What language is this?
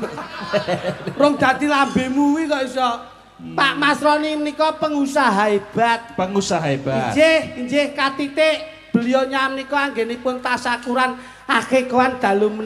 Javanese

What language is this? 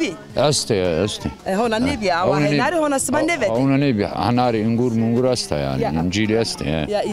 Zaza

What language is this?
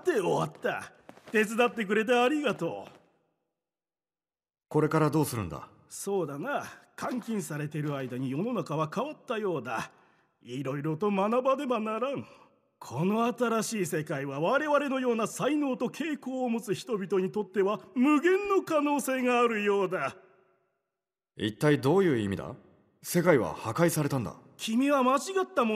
Japanese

